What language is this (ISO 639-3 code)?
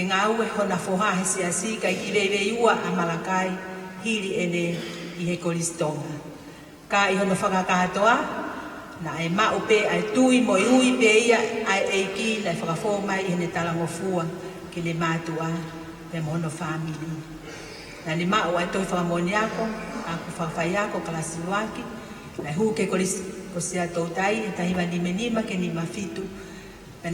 ton